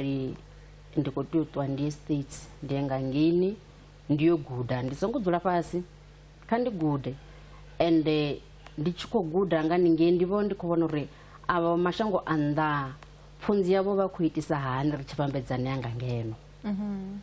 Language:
Venda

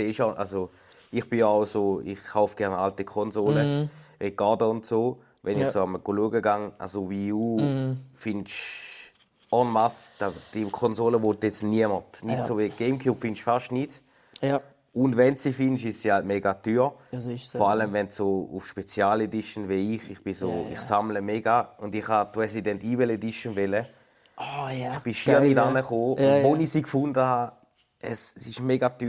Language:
Swiss German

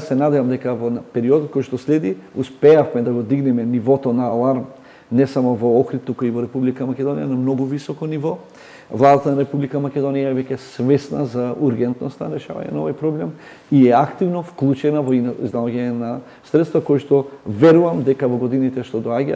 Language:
Macedonian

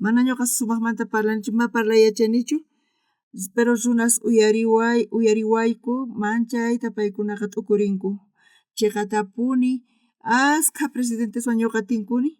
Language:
South Bolivian Quechua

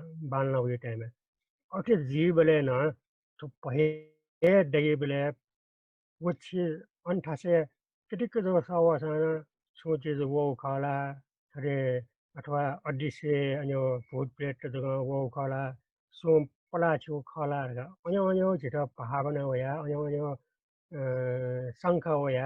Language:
Newari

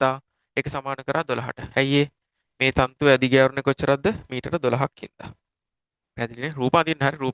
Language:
Sinhala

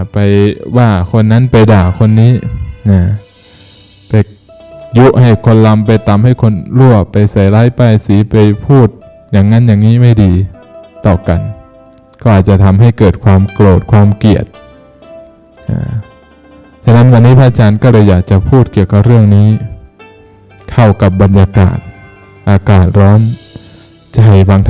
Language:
Thai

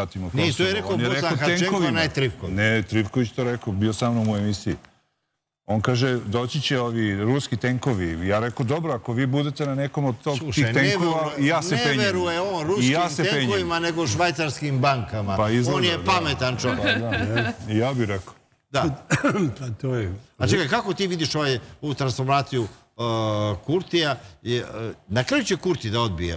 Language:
Serbian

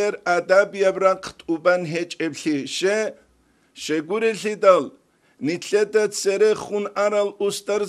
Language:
Avaric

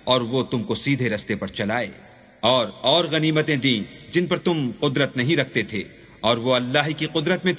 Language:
Urdu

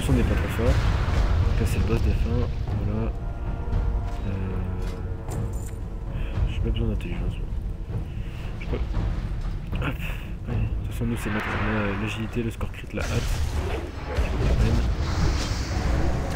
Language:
French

